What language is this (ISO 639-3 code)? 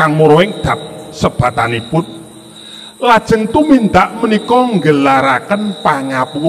jav